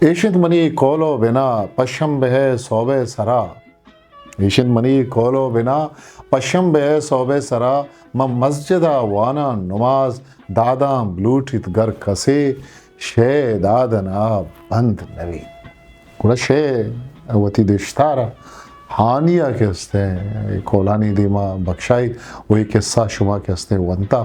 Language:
Eastern Balochi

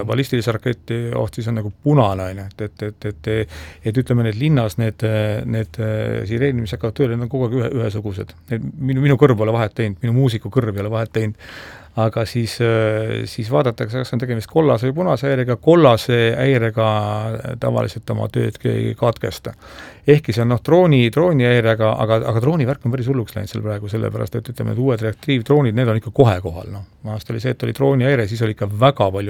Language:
Estonian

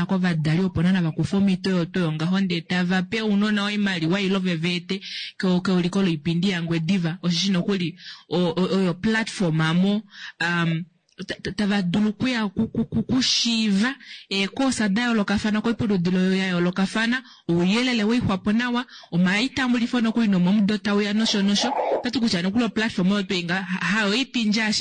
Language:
Kuanyama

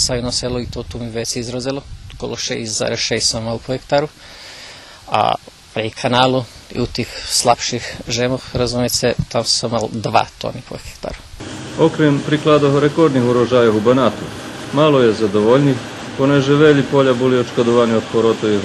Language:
Rusyn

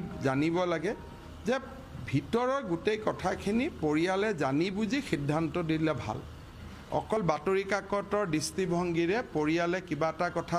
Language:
Assamese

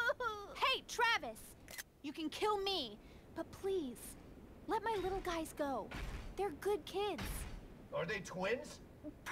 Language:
English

